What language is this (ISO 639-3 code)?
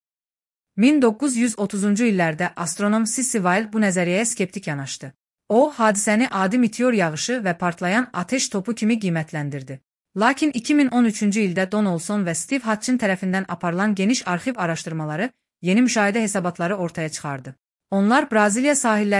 aze